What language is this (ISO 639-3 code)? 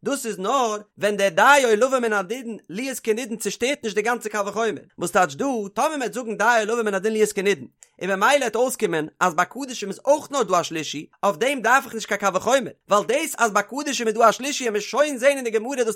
yid